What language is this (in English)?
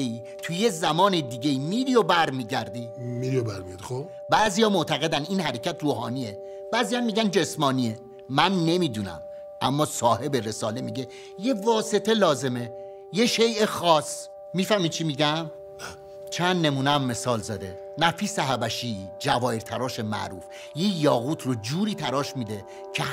Persian